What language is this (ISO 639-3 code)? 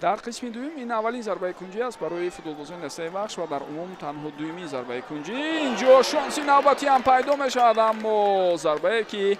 tgk